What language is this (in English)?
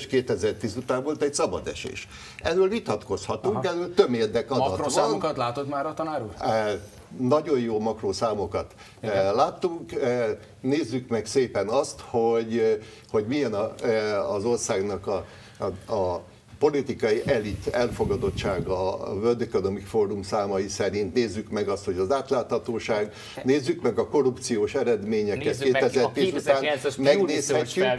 Hungarian